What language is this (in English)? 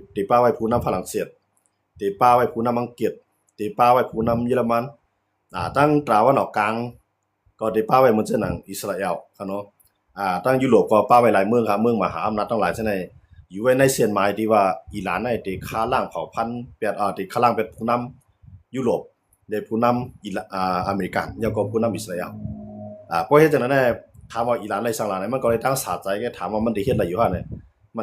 Shan